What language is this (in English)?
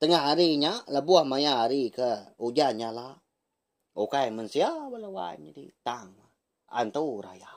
Iban